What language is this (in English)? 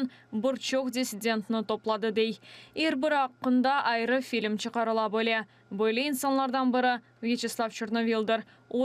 Crimean Tatar